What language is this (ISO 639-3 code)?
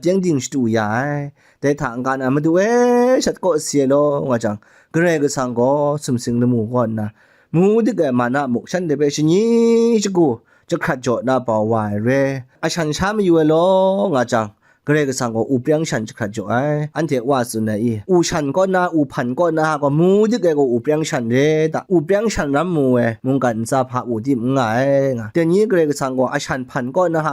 kac